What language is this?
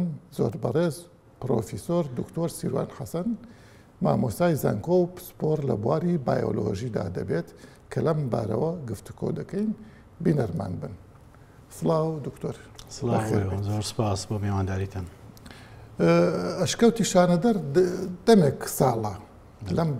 Central Kurdish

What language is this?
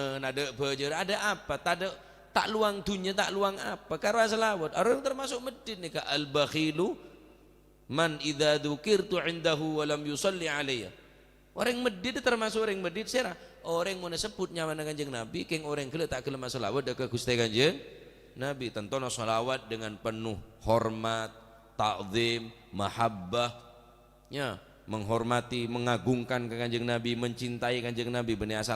Madurese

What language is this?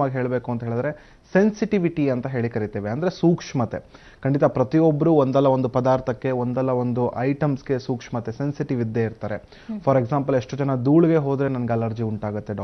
Kannada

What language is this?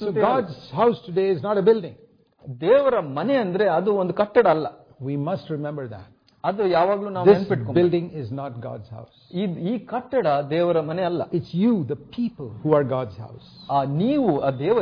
Kannada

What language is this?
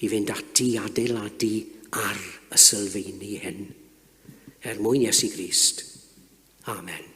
Welsh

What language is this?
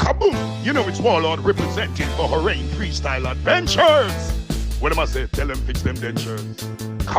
Jamaican Creole English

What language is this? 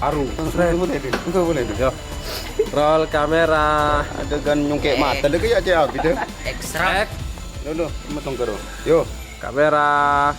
Madurese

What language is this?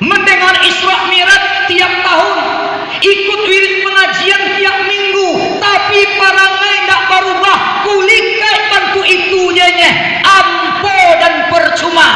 Minangkabau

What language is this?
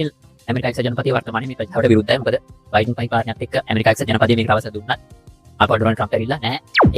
Sinhala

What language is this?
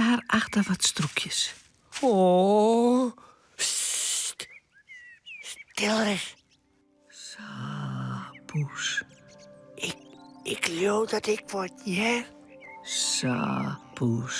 Western Frisian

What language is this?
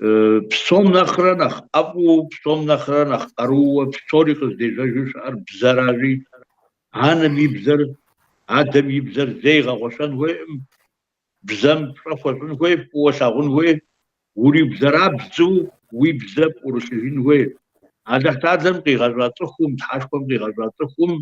Kabardian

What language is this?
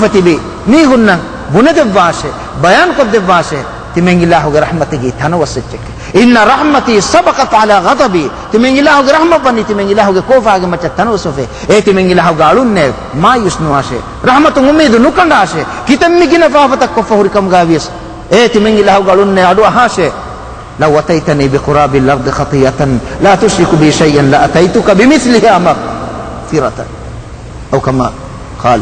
Divehi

